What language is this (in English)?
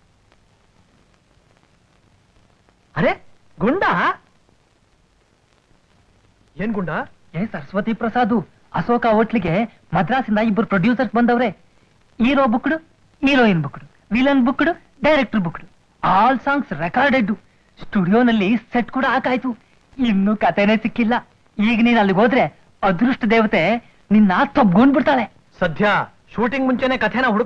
Kannada